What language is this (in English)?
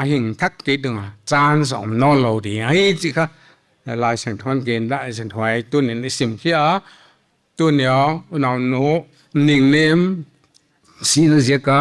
Paite Chin